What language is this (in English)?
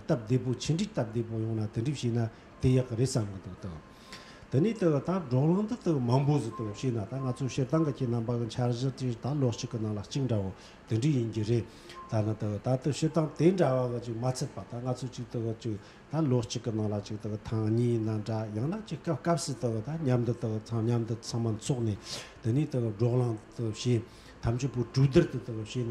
Tibetan